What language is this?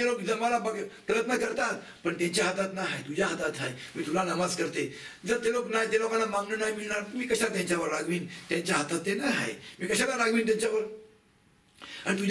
Marathi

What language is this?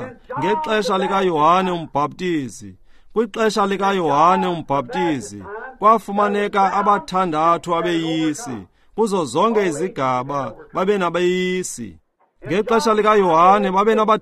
Xhosa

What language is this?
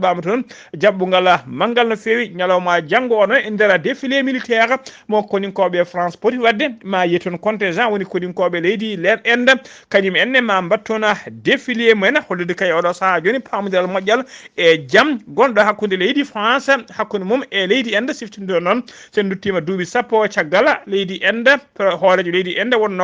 Fula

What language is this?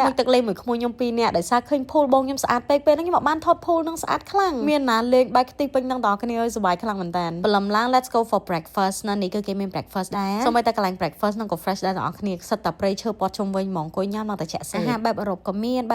Khmer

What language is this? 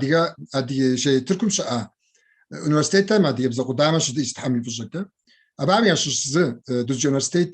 Kabardian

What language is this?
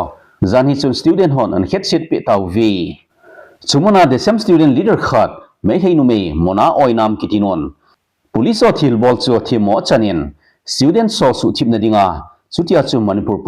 Thado Chin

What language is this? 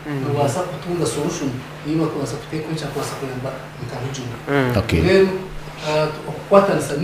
Nyankole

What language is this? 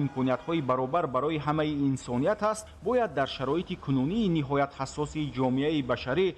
Tajik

